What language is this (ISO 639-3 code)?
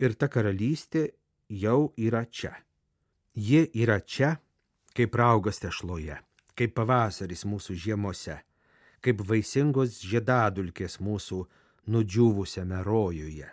lit